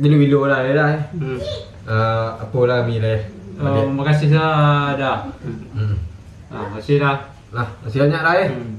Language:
Minangkabau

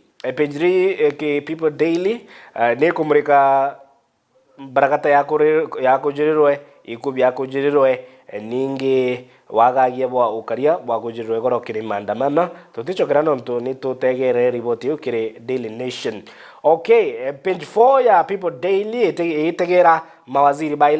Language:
Meru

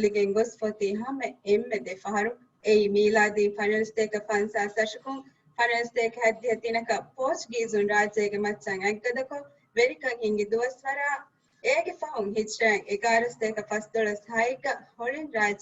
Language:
Divehi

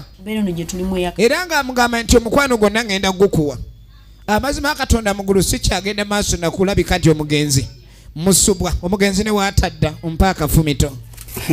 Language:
Ganda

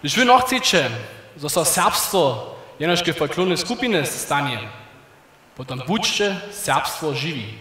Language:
Upper Sorbian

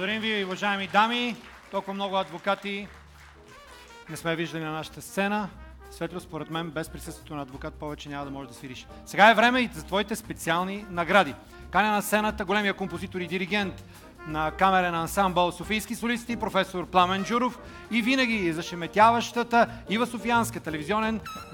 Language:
Bulgarian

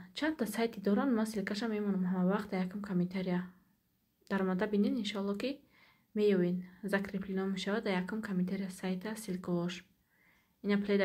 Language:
Tajik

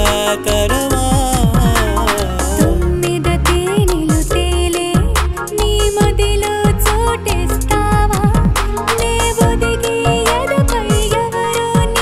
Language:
Telugu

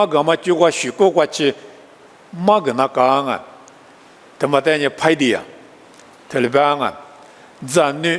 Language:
Lisu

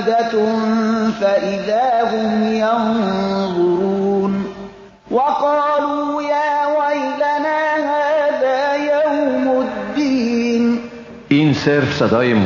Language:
Persian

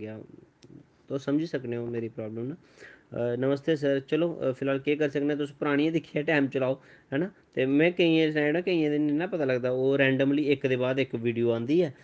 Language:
Dogri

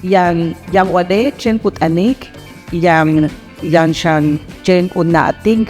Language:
Yucateco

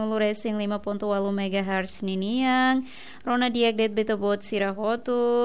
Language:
Tetum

